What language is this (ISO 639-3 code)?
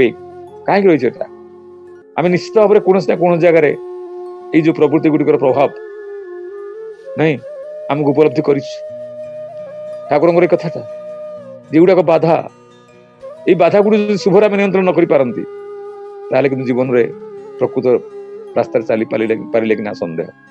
ori